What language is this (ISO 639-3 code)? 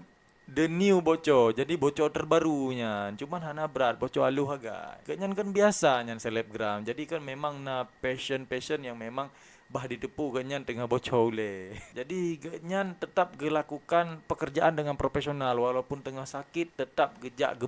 ace